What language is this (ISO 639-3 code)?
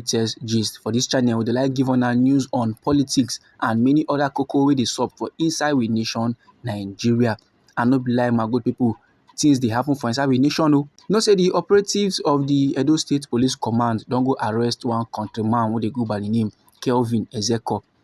pcm